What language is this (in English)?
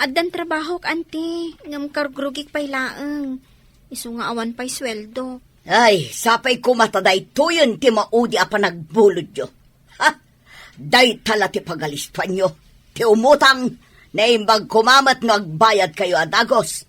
Iloko